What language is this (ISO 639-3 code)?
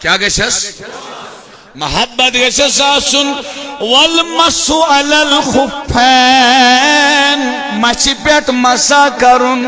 kas